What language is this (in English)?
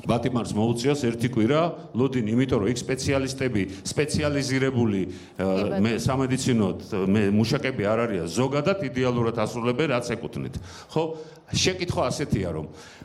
Georgian